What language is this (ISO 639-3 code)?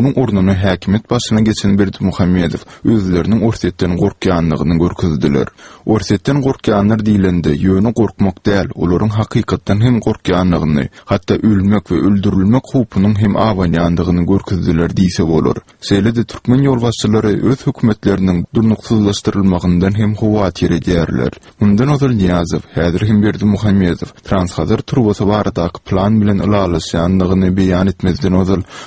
tuk